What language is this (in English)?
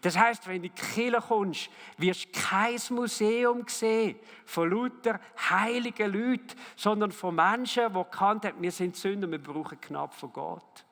Swiss German